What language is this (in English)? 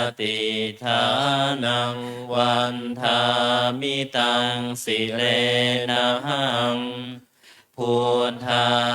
Pali